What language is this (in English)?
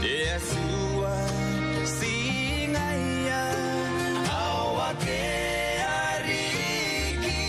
Gilbertese